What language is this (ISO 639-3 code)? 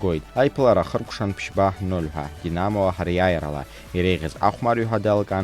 abk